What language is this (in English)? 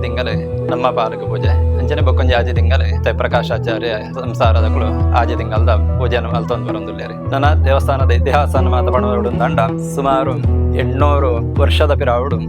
Tulu